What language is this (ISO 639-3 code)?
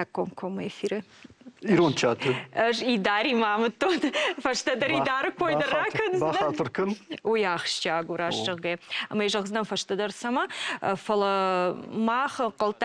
oss